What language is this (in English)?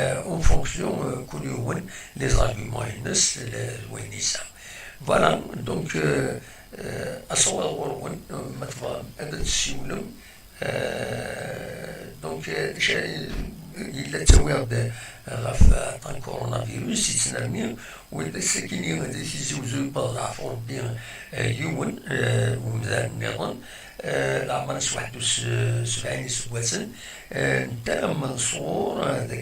Kabyle